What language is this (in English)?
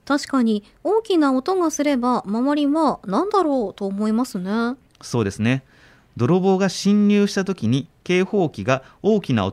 Japanese